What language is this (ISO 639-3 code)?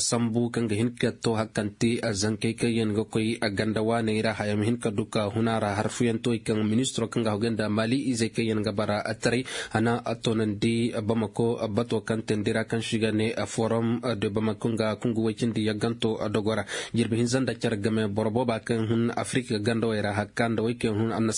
ses